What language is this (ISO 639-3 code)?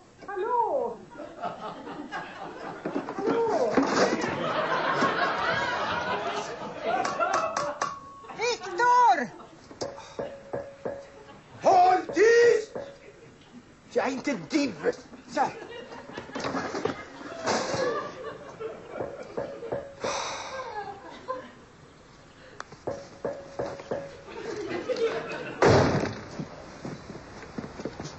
swe